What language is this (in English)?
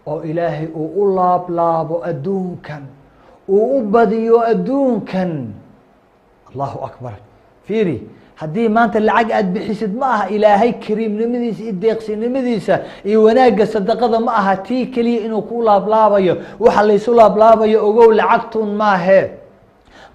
Somali